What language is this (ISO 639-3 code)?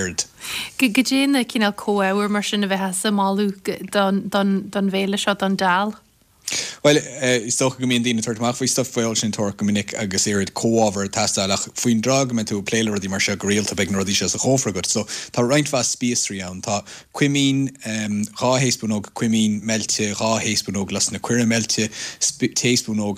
gle